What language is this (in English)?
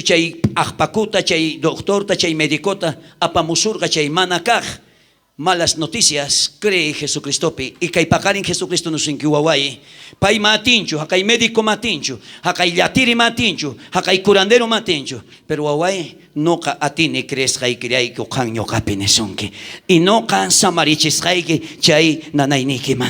South Bolivian Quechua